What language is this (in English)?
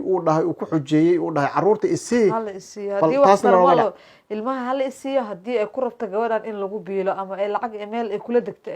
Somali